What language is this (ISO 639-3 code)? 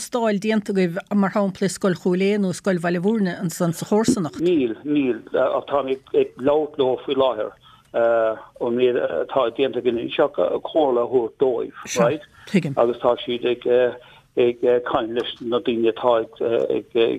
gle